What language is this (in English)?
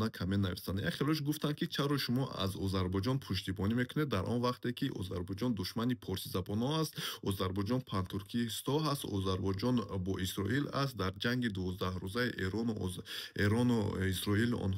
Tajik